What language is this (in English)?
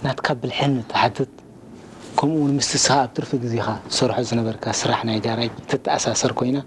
Tigrinya